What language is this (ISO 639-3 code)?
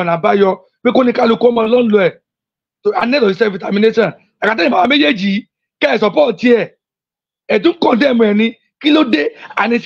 yor